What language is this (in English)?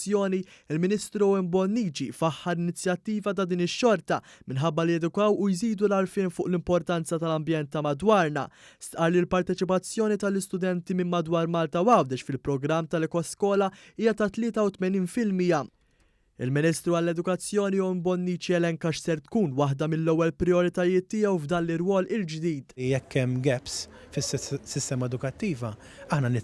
Maltese